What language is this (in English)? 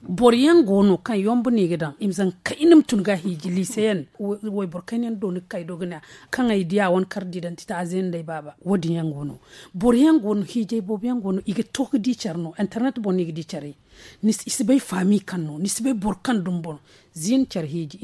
Zarma